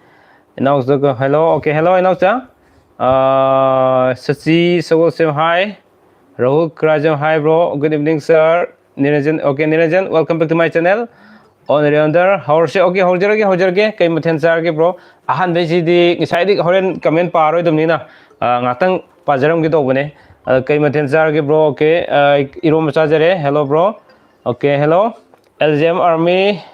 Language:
Manipuri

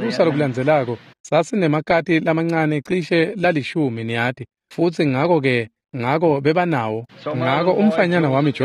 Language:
Swati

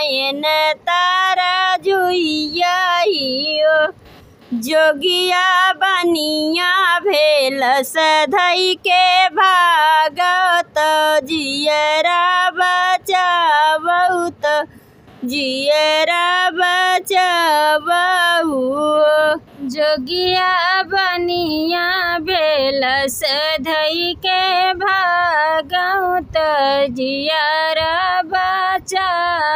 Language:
Bhojpuri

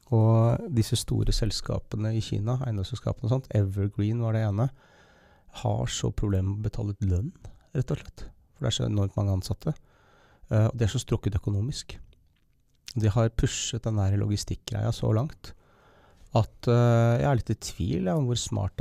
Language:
Norwegian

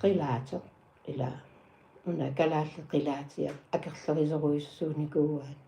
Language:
Kalaallisut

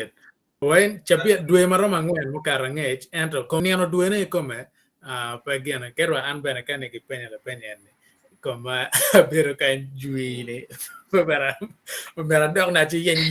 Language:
Acoli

